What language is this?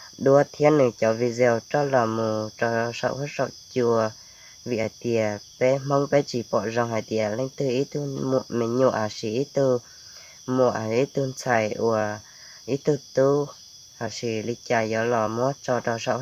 Hmong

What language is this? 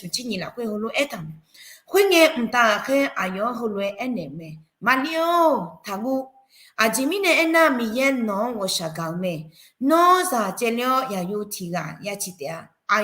Akha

